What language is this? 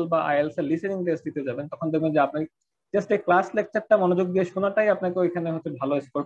Bangla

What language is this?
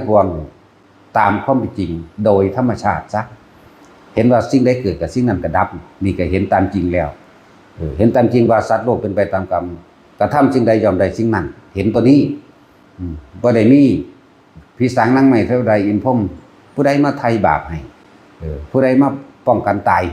Northeastern Thai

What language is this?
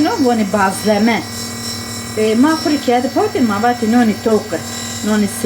Zaza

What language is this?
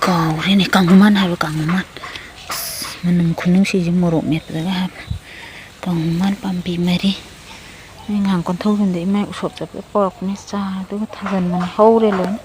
Manipuri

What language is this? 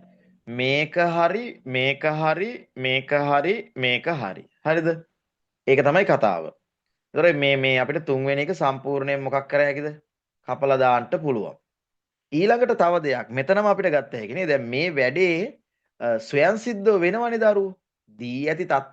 Sinhala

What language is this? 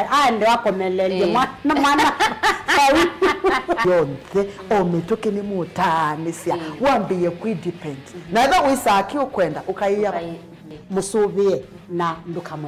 Kamba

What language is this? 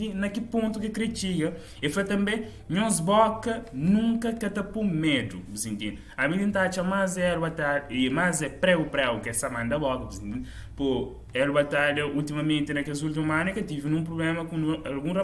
Kabuverdianu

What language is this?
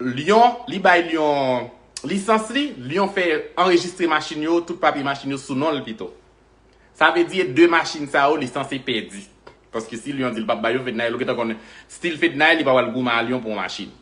Haitian Creole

